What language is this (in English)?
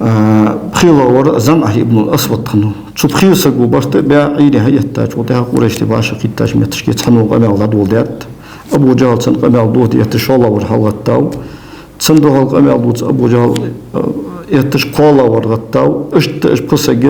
Ingush